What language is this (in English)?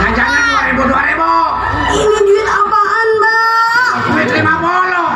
Betawi